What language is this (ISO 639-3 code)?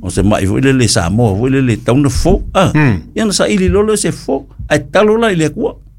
smo